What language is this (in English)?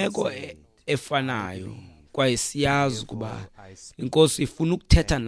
Xhosa